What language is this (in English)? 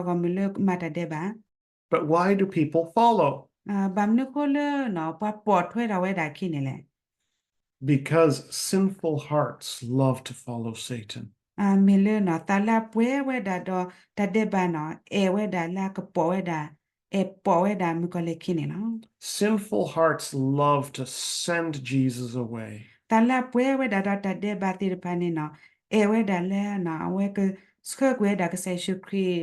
S'gaw Karen